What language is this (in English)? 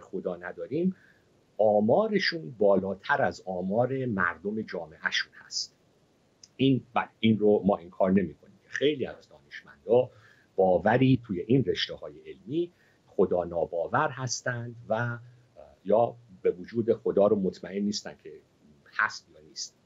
Persian